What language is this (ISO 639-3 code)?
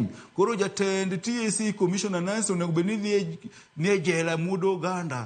luo